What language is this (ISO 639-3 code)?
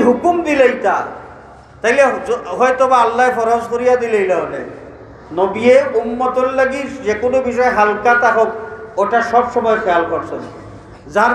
syl